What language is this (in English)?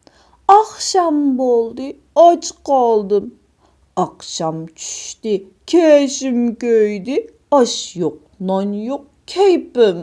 Uyghur